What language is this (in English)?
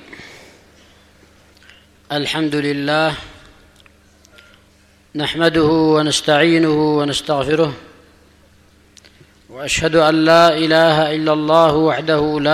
Arabic